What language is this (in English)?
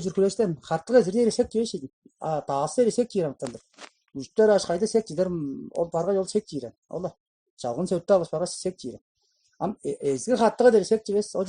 Tuvinian